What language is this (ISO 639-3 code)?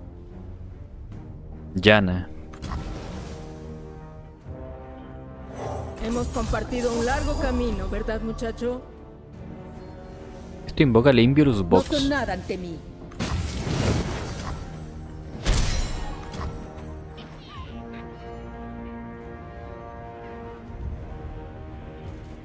spa